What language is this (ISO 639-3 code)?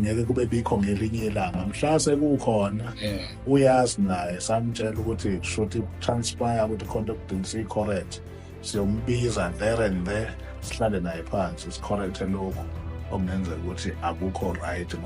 zul